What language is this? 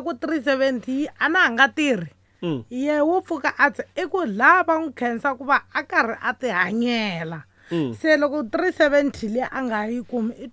Tsonga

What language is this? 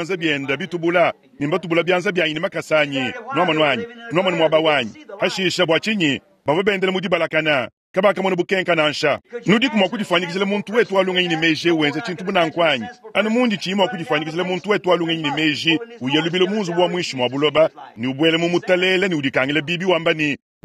Luba-Lulua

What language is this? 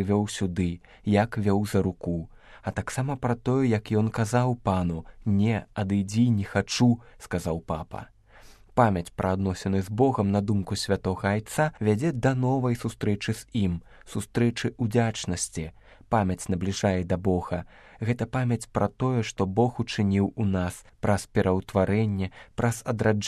Belarusian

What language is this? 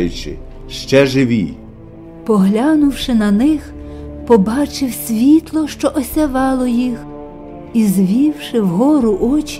Ukrainian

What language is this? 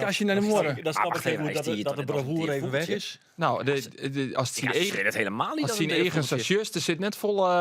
Western Frisian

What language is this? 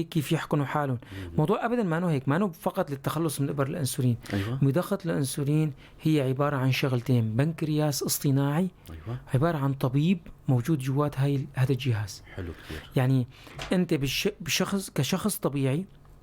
North Levantine Arabic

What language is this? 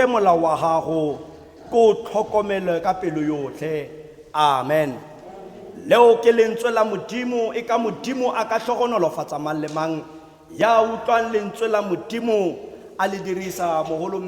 Tswana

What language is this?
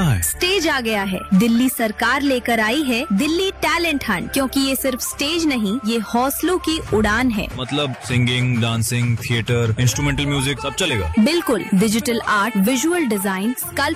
Hindi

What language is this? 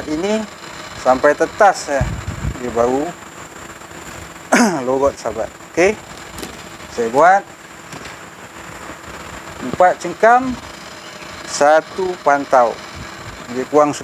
Malay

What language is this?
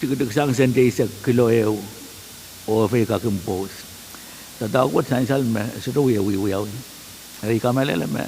Pohnpeian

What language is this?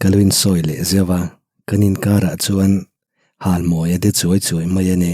Mizo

